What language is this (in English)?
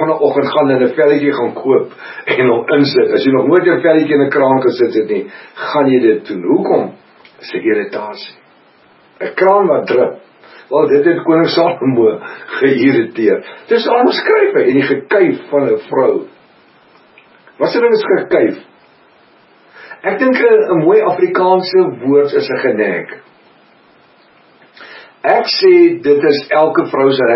Afrikaans